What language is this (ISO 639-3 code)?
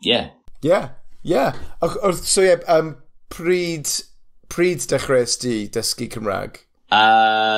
cym